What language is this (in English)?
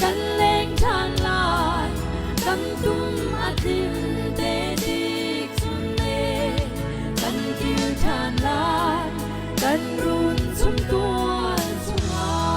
Hakha Chin